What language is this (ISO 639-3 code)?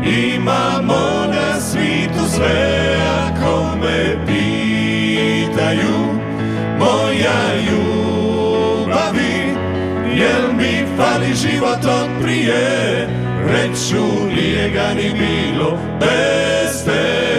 hrv